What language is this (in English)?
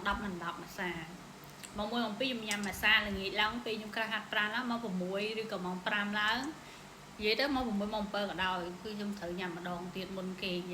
Khmer